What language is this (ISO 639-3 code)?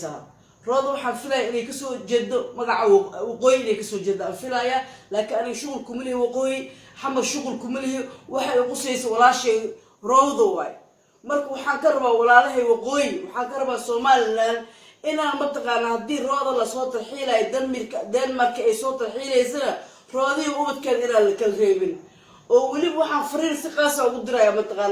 som